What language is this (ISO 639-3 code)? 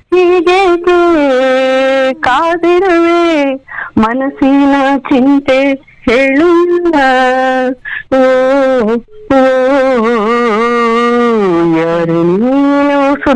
kan